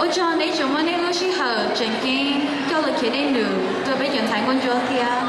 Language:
Hmong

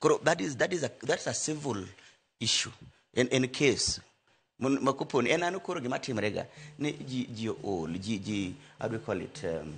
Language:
Luo (Kenya and Tanzania)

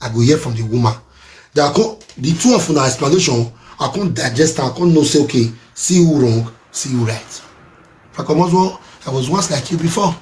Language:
Nigerian Pidgin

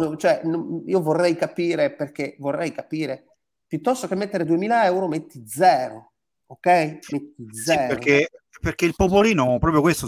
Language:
Italian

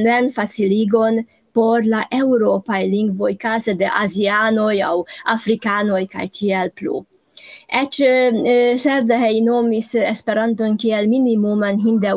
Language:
Esperanto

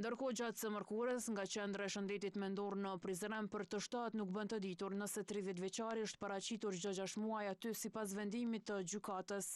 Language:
Albanian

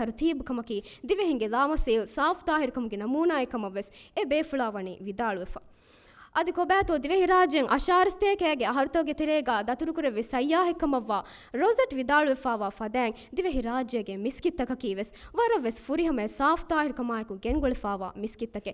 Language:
Divehi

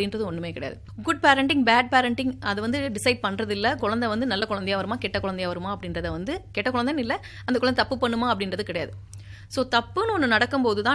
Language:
Tamil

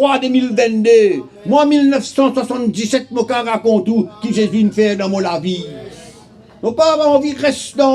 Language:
Morisyen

